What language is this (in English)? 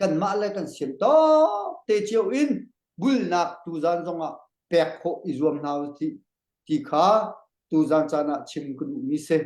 Hakha Chin